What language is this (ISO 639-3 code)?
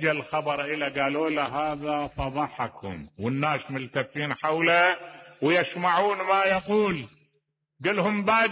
acm